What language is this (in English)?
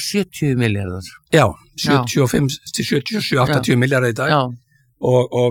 Icelandic